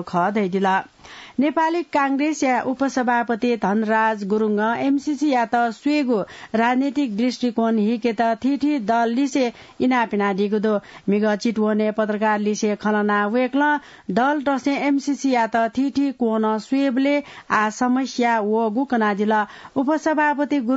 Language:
Newari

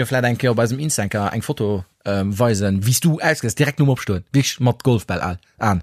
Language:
Luxembourgish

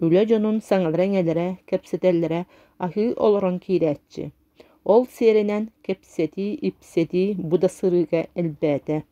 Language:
Yakut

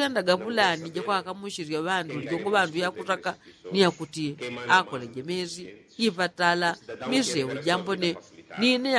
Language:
Yao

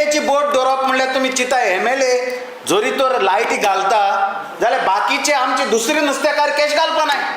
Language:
Konkani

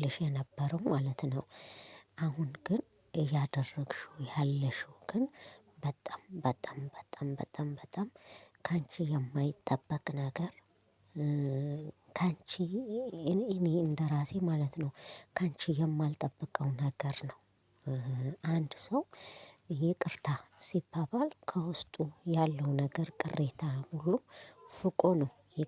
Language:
Amharic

